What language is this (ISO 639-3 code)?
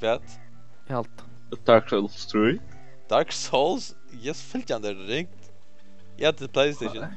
fao